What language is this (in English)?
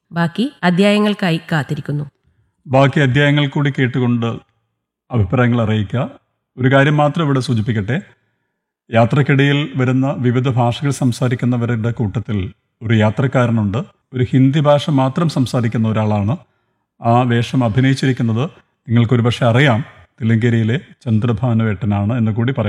Malayalam